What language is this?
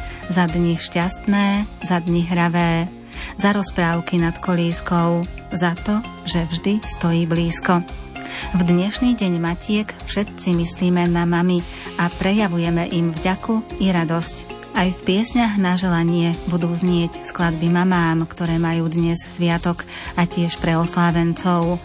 Slovak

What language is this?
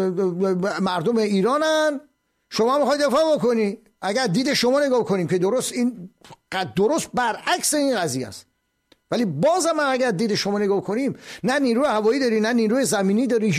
Persian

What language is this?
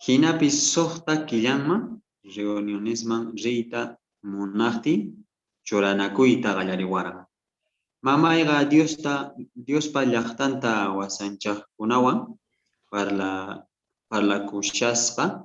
South Bolivian Quechua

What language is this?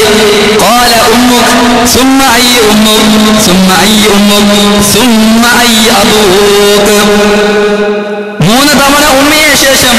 Malayalam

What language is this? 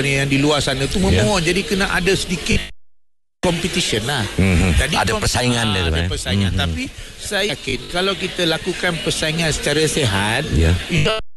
Malay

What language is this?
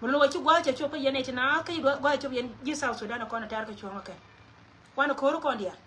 Nuer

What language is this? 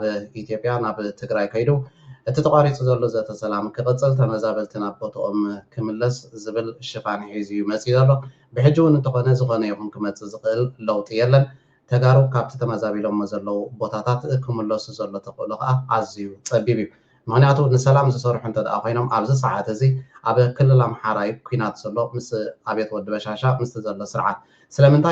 Tigrinya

